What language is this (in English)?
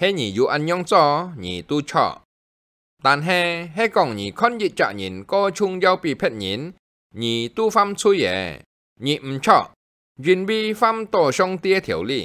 Hakka Chinese